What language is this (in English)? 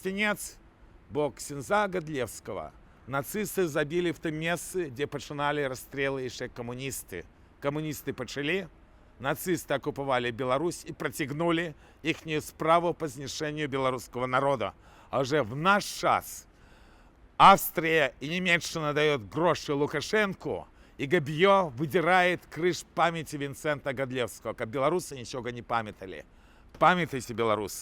Belarusian